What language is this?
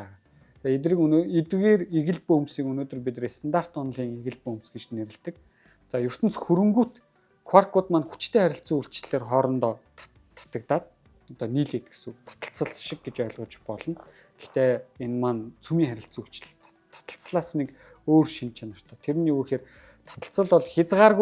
Mongolian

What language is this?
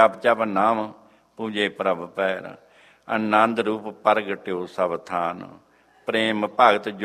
Punjabi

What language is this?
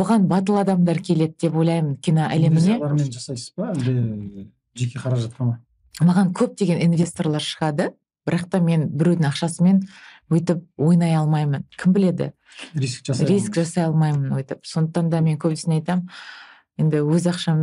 Kazakh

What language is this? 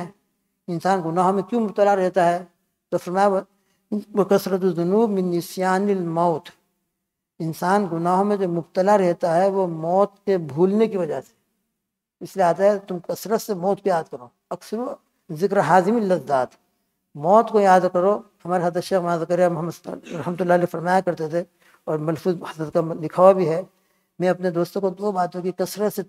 Urdu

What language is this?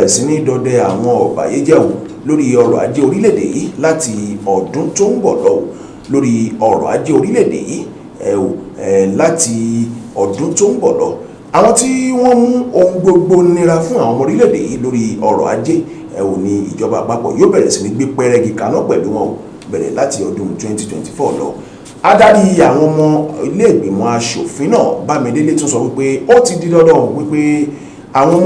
Yoruba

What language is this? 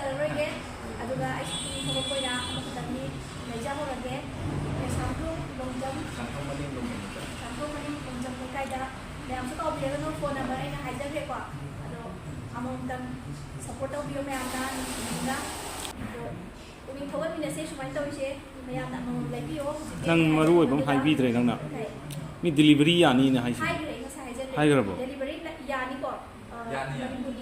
Manipuri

